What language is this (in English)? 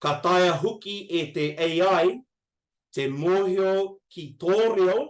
Māori